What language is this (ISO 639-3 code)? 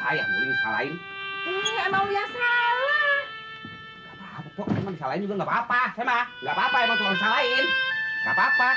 bew